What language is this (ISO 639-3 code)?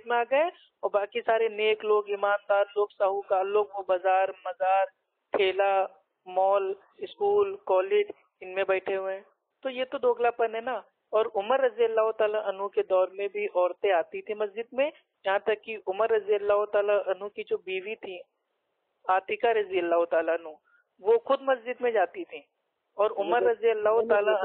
urd